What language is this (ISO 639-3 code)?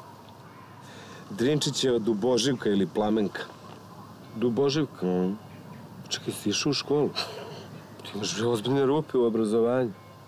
srp